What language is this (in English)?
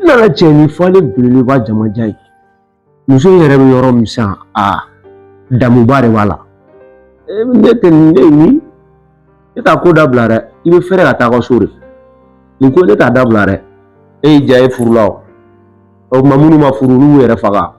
Bambara